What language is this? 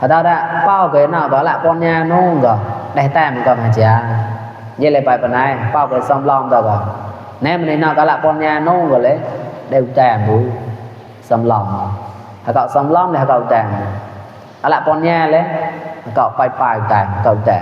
Mon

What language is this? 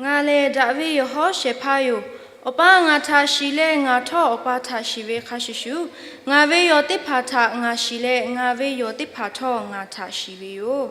Lahu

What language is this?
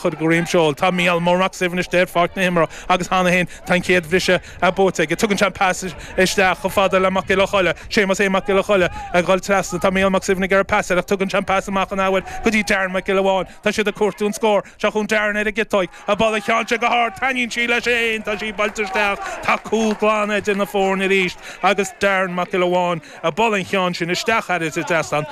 Irish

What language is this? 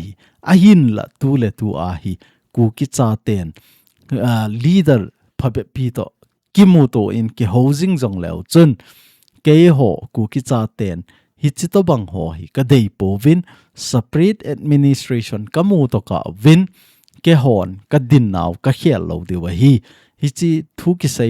Thado Chin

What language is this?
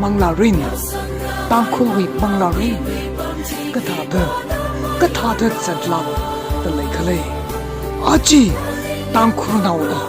Tangkhul Naga (India)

